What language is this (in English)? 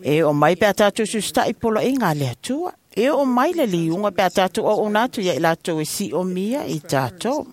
Samoan